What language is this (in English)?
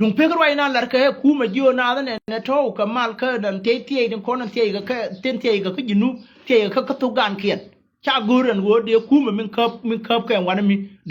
Nuer